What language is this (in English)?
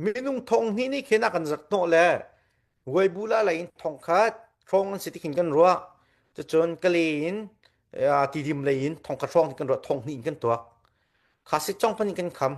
Hakha Chin